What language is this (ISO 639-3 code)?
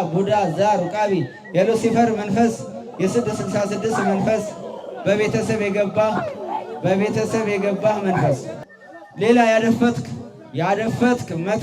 amh